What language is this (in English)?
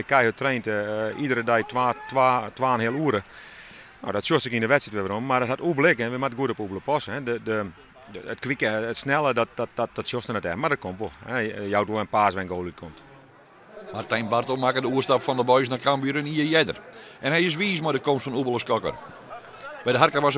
Western Frisian